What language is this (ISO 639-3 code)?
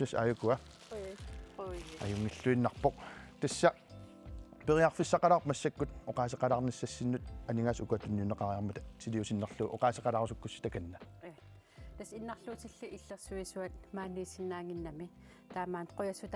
kal